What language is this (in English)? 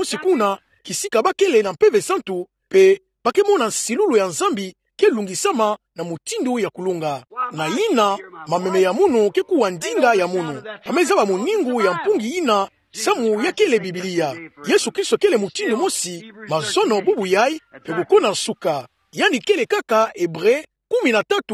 Kituba (Democratic Republic of Congo)